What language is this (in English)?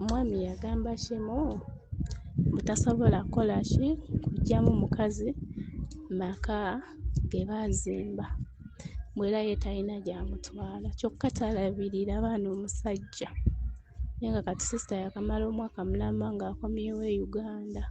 Ganda